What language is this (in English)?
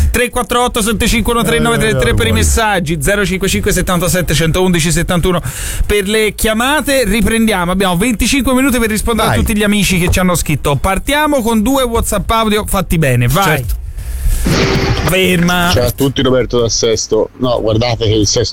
Italian